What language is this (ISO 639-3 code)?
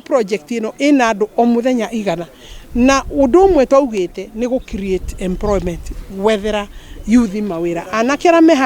kik